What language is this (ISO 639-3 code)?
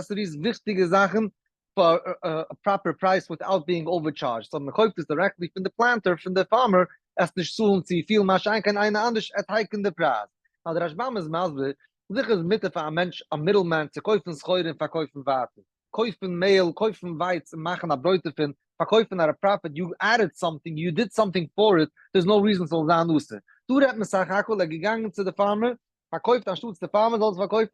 yid